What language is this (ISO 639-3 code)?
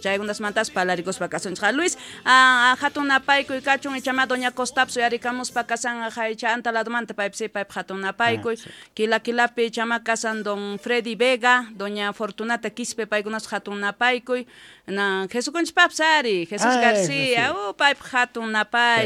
quh